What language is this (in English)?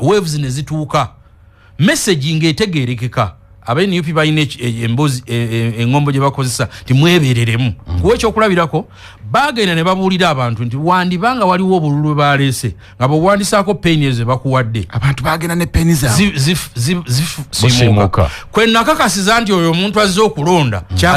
Ganda